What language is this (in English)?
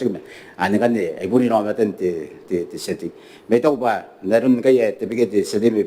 Gilbertese